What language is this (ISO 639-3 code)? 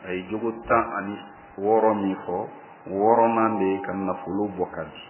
bam